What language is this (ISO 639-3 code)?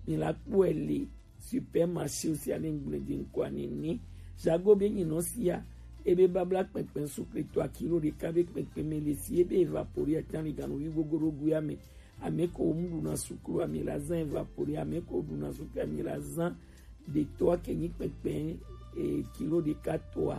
gej